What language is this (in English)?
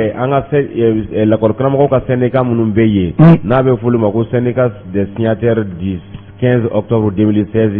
Bambara